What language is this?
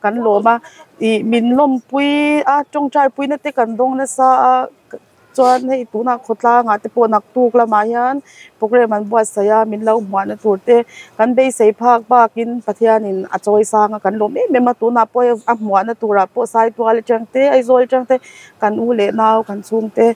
Mizo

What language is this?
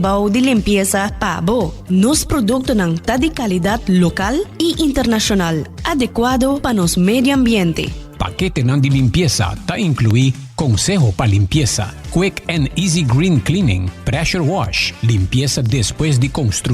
Papiamento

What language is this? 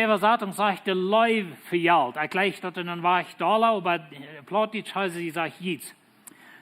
Plautdietsch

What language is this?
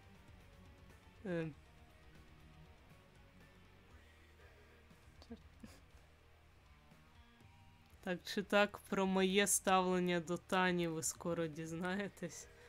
Ukrainian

